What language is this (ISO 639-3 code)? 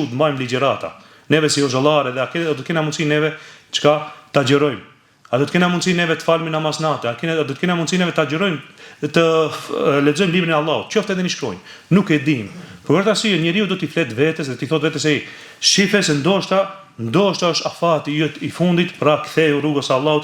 sqi